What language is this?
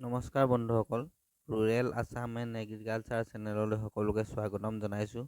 Assamese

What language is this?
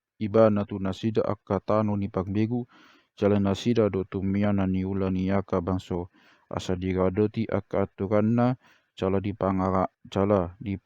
Batak Toba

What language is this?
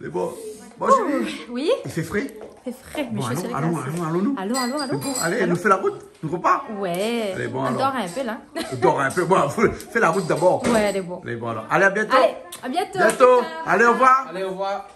Réunion Creole French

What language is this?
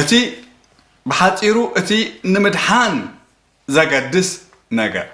Tigrinya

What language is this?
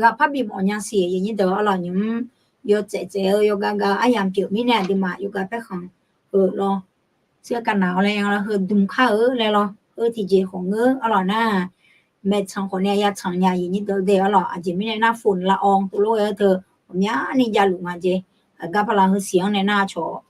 Akha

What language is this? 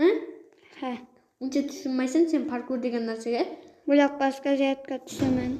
Uzbek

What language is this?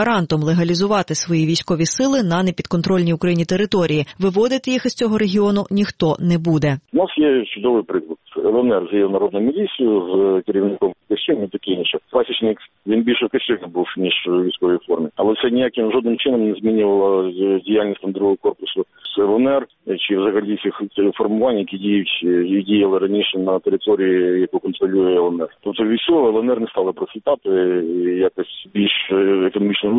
Ukrainian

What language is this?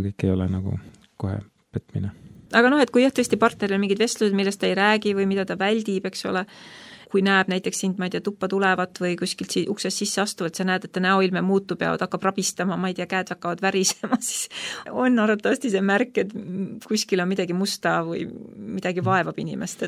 Estonian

